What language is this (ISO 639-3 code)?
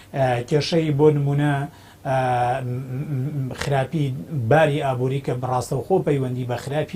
ckb